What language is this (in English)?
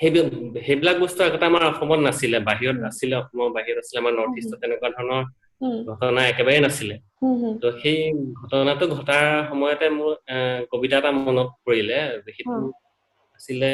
Assamese